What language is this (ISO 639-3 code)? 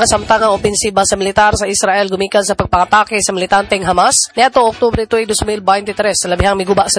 ceb